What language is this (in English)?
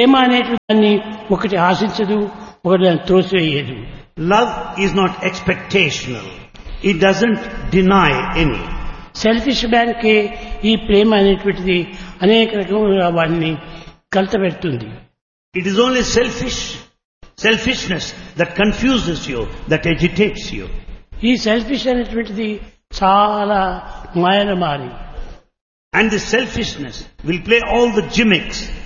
Telugu